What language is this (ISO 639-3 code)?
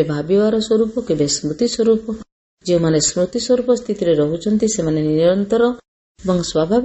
ori